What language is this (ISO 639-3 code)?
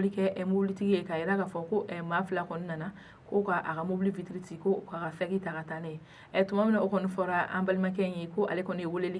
bam